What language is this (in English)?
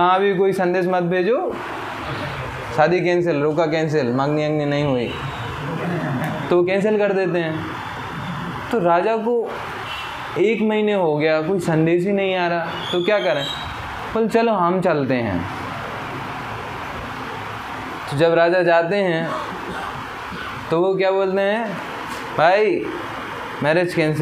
Hindi